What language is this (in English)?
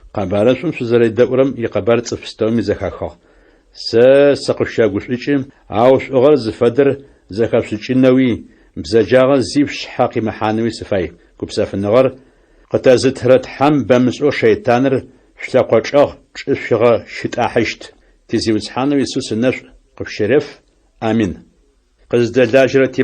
Adyghe